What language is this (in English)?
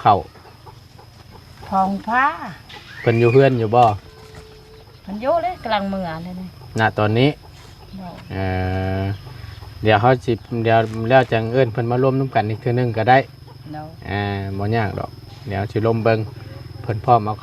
Northeastern Thai